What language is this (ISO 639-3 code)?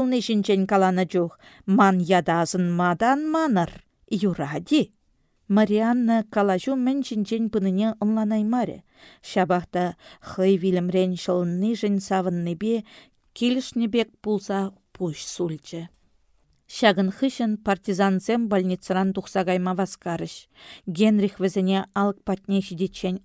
chv